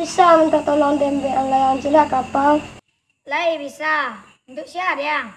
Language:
Minangkabau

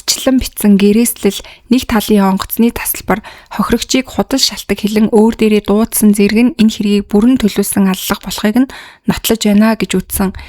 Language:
Mongolian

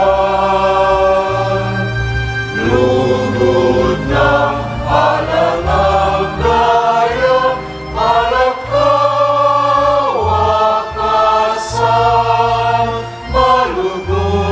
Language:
Pampanga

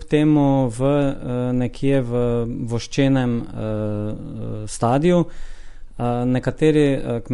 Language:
Slovenian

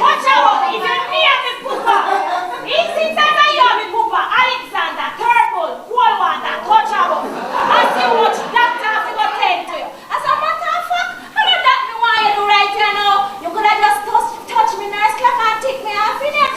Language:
Jamaican Creole English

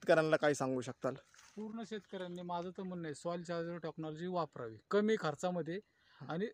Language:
Marathi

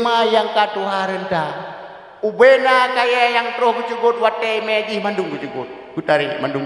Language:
Achinese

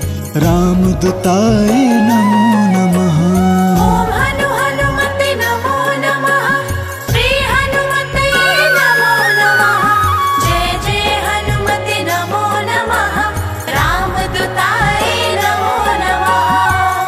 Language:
Hindi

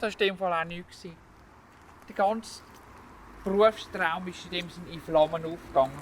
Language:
Swiss German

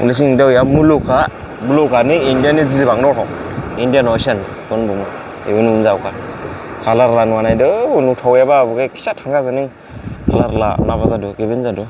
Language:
Dimasa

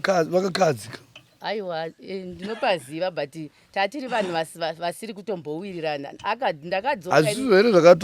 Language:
Shona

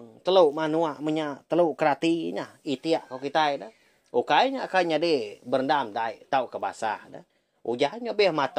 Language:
Iban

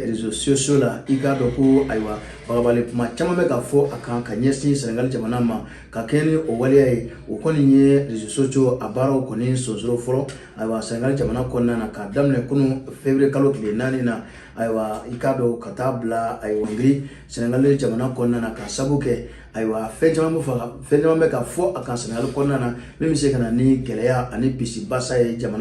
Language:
Bambara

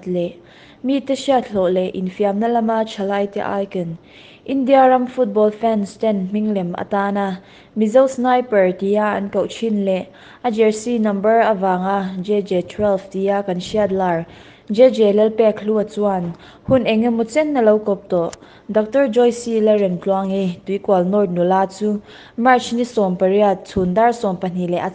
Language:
Mizo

